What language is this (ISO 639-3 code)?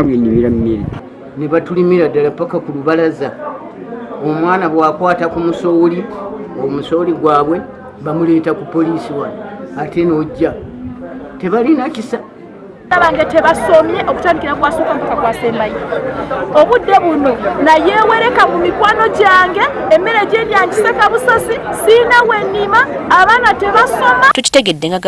lug